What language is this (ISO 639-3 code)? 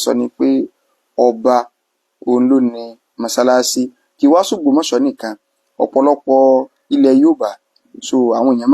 yor